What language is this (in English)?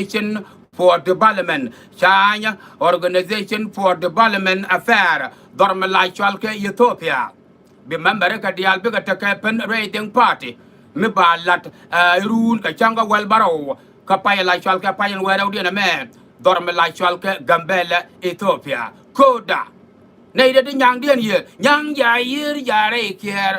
Nuer